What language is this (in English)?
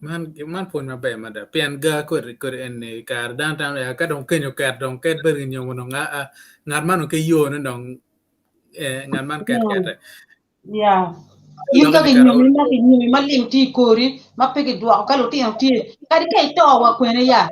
Acoli